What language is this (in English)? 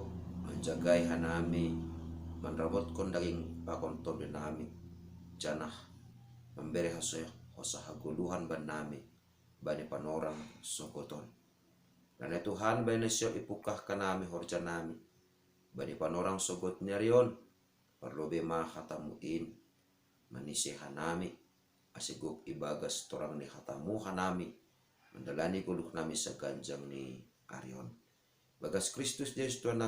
Batak Simalungun